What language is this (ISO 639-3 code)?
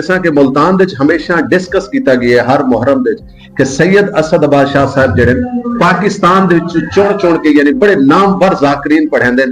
skr